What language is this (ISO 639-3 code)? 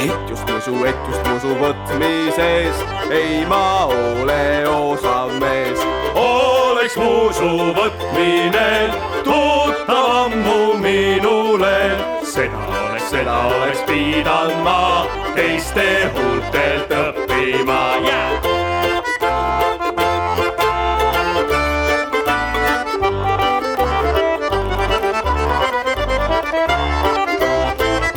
est